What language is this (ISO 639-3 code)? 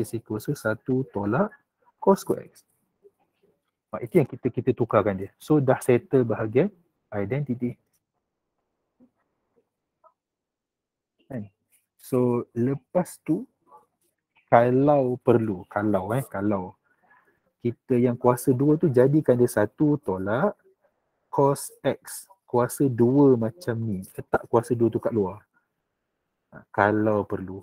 msa